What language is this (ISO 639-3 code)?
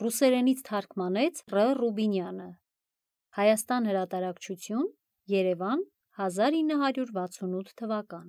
hye